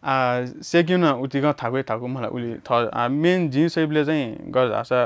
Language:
Newari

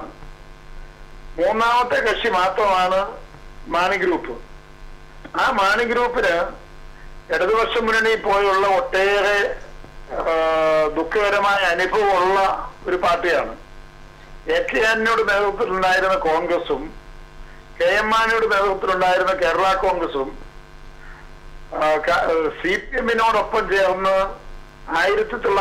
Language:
Malayalam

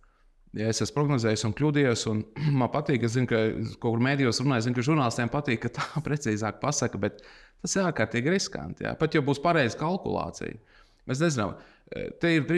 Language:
Latvian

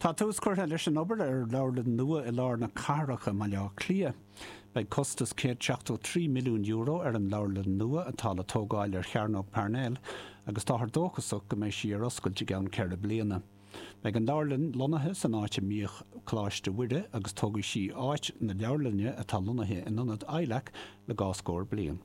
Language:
Irish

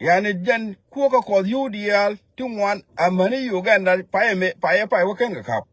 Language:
Nuer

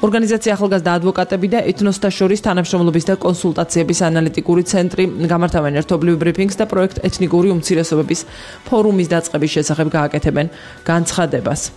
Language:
Georgian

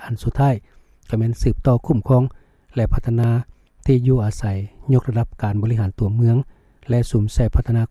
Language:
Lao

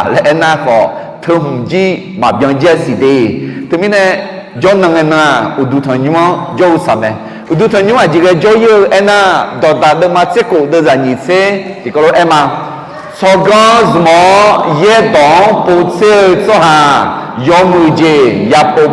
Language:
Akha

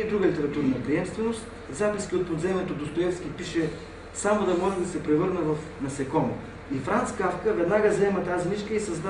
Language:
Bulgarian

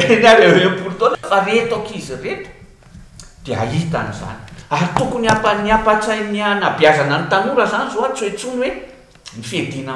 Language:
Malagasy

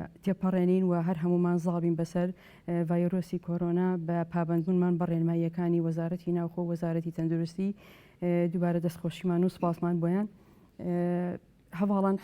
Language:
Central Kurdish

